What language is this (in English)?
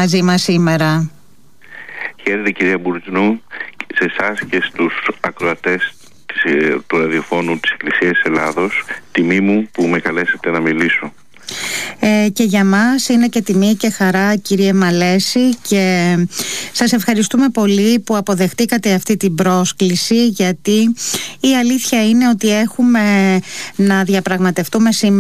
Greek